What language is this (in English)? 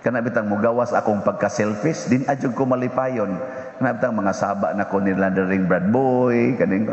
Cebuano